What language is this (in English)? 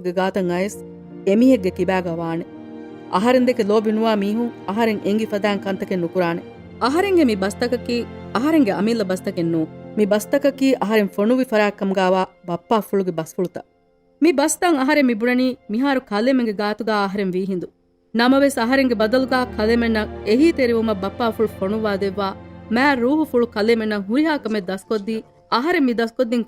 Divehi